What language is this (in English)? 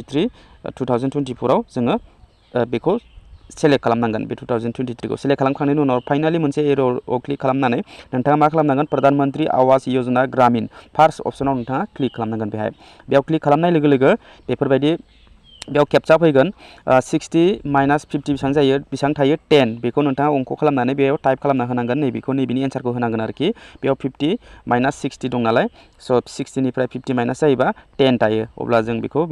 Bodo